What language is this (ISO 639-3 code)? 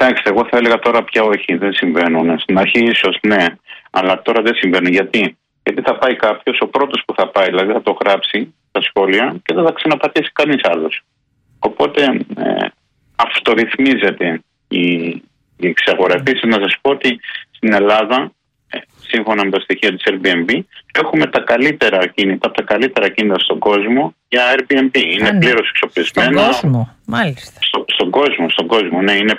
ell